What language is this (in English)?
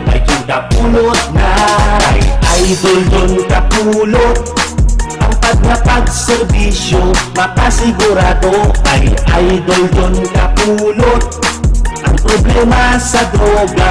Hiligaynon